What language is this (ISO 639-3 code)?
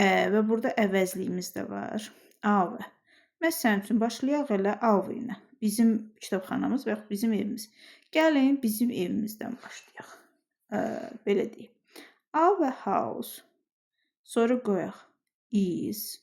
aze